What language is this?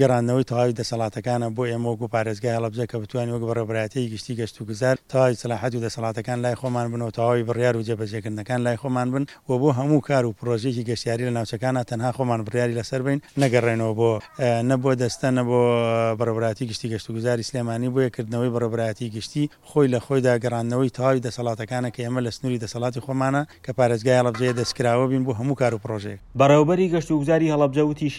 Central Kurdish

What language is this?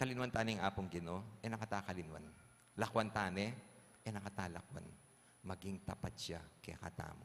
Pampanga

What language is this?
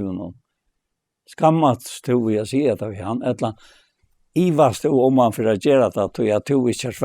Faroese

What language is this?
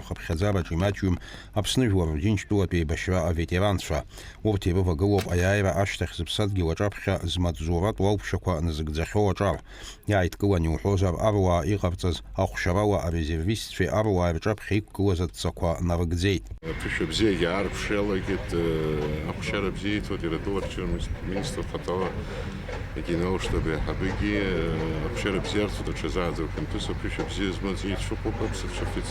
Abkhazian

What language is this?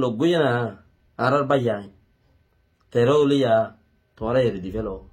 Rohingya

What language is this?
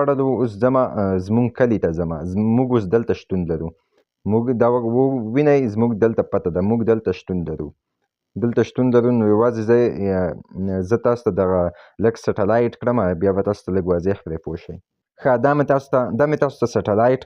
Pashto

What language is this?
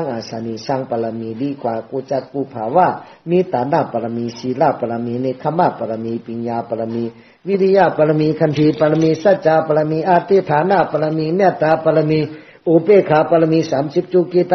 Shan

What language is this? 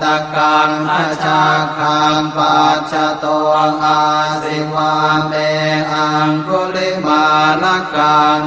Pali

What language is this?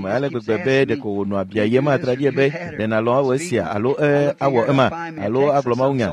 Ewe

